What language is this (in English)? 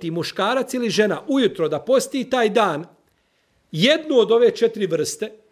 Bosnian